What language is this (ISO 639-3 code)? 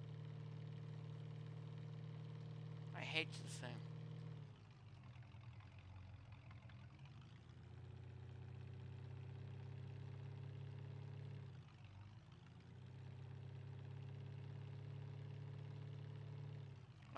eng